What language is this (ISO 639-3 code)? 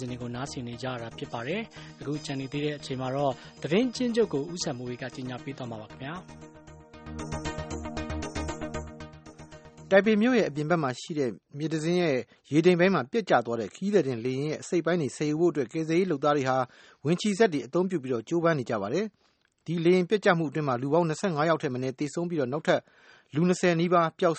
mya